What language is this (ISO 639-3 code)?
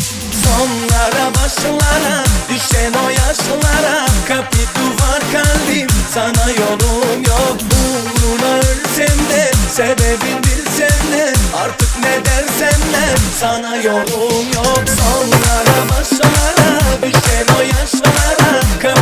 tuk